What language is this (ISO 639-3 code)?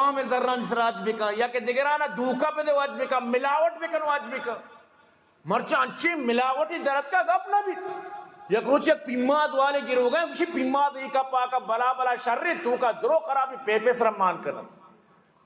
bgp